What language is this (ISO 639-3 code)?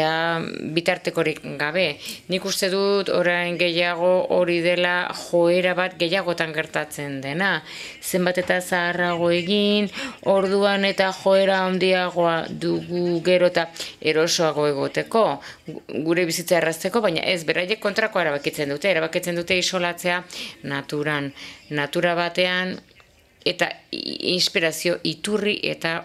eus